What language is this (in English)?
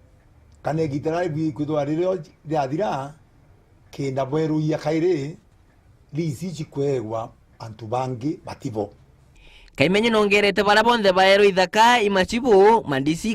Meru